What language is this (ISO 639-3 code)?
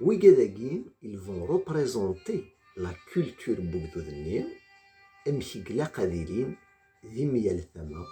kab